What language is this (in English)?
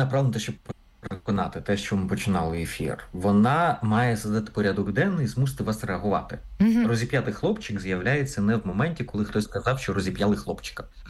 Ukrainian